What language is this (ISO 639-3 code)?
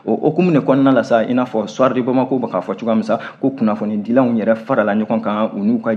bam